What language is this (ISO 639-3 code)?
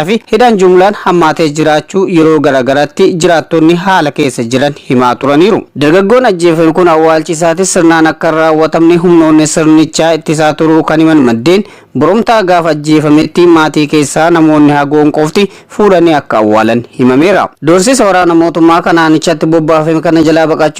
orm